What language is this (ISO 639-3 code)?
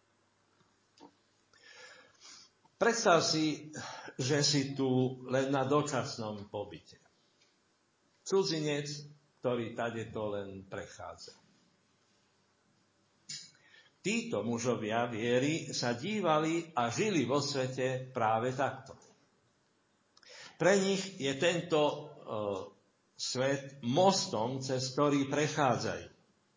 slk